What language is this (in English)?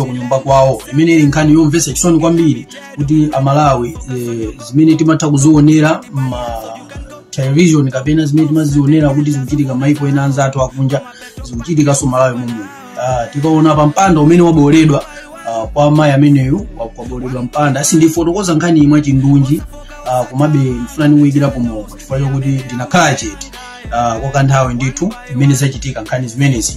Nyanja